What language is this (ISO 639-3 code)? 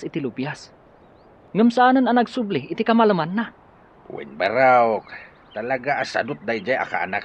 ilo